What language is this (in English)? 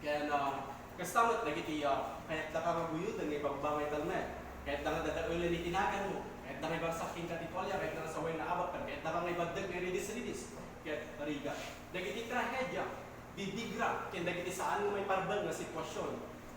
Iloko